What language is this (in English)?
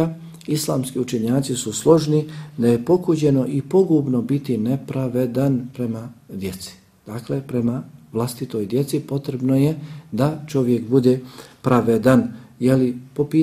Bosnian